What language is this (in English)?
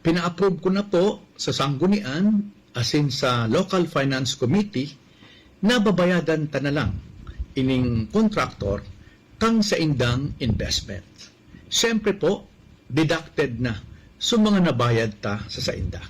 Bikol